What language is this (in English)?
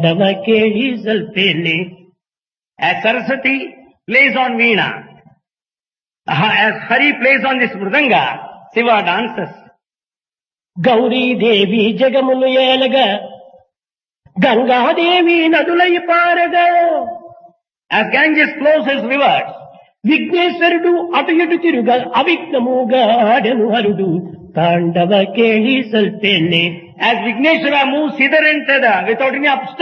Telugu